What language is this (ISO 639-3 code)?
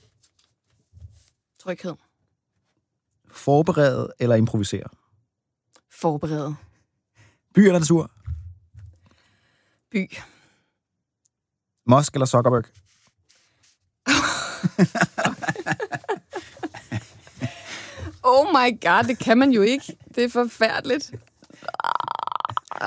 dan